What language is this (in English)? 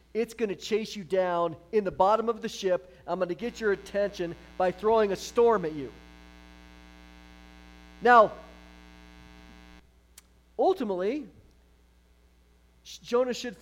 English